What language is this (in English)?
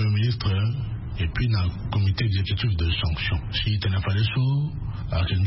Sango